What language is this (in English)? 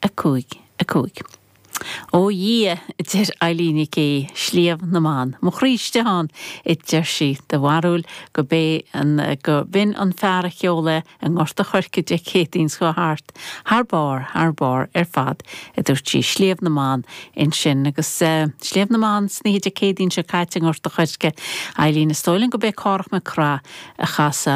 Irish